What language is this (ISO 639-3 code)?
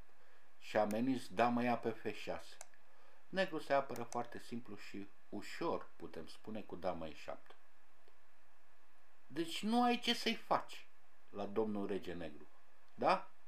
ron